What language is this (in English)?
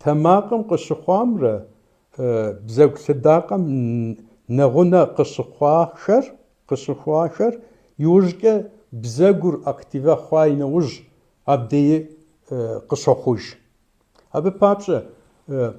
Kabardian